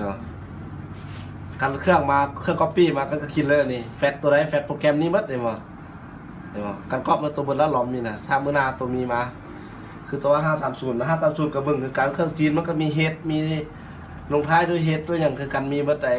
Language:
Lao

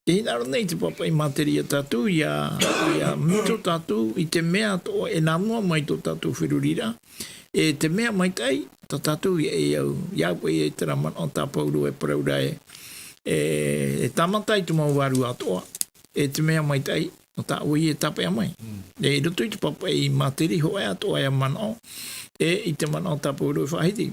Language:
Tahitian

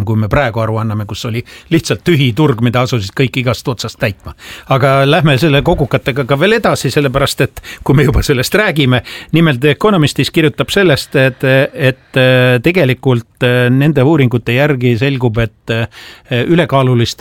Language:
Estonian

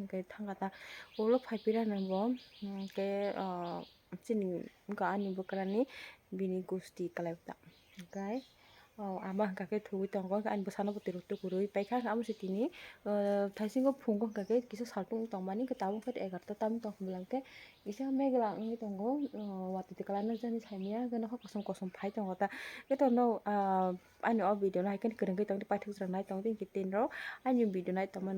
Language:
Kok Borok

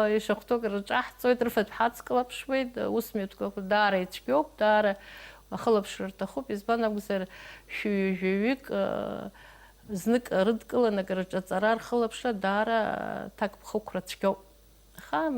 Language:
Abkhazian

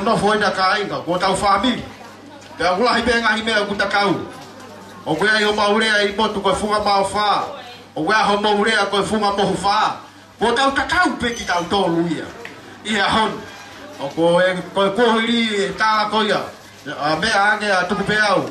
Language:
Tongan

